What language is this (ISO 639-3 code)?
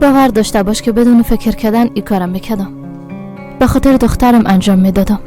fas